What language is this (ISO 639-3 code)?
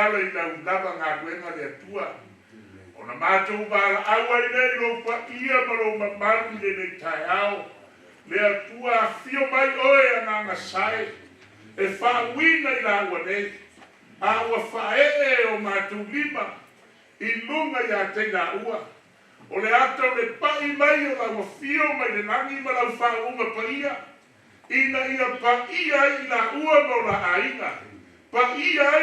smo